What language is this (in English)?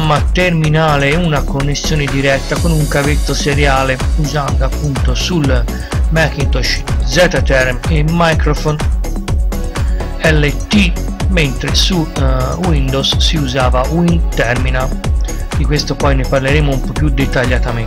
Italian